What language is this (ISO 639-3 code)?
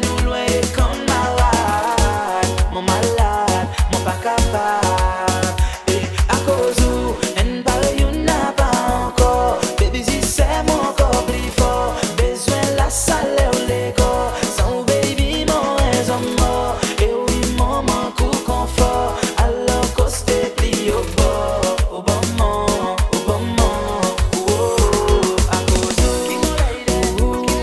crs